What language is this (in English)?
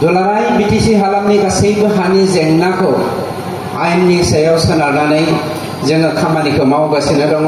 Bodo